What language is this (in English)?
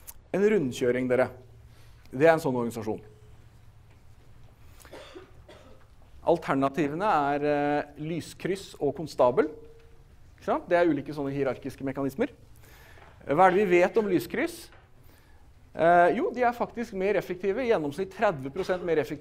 Norwegian